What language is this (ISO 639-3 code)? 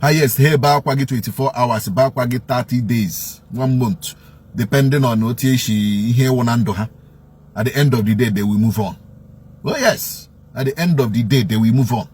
ibo